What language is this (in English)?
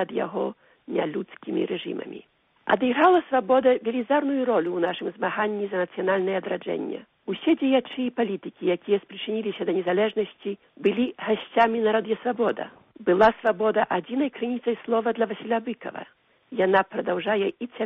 Belarusian